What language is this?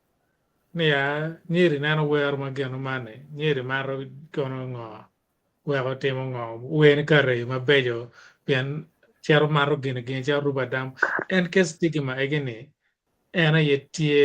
Acoli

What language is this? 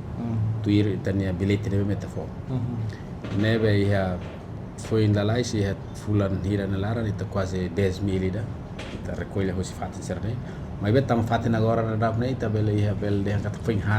Tetum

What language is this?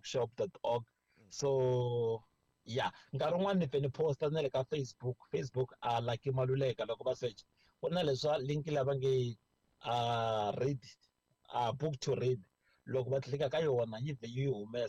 Tsonga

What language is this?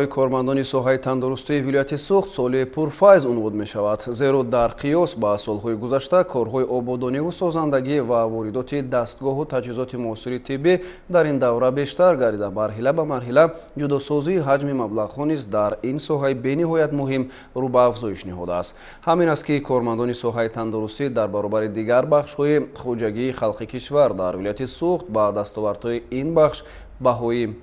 Tajik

